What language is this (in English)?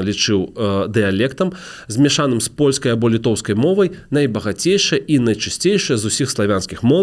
Belarusian